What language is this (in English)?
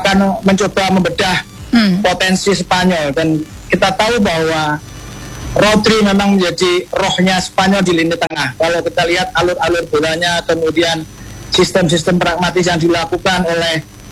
Indonesian